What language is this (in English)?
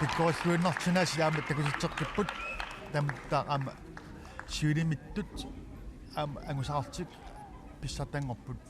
Kalaallisut